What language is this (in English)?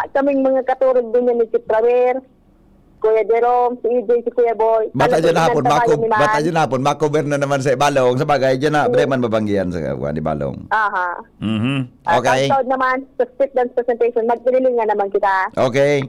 Bikol